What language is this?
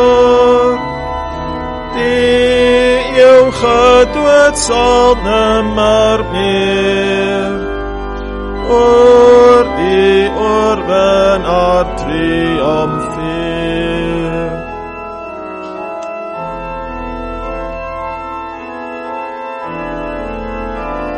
Afrikaans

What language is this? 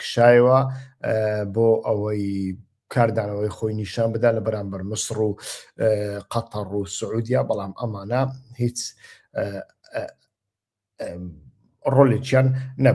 Central Kurdish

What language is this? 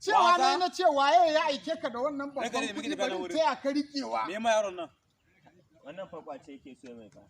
Hausa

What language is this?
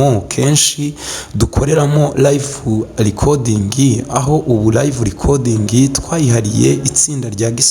Kinyarwanda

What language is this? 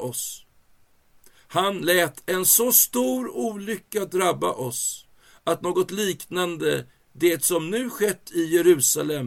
Swedish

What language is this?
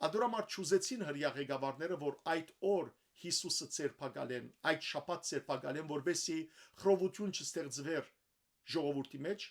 Western Armenian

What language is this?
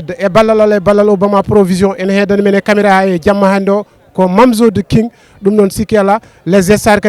Fula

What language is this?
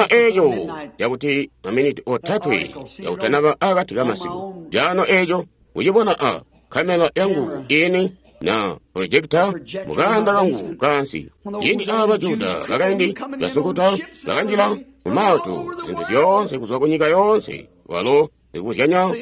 Tonga (Zambia)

